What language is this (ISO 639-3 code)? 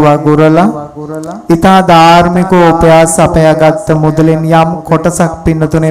sin